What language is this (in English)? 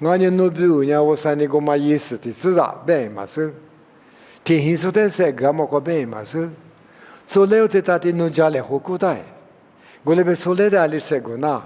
Lisu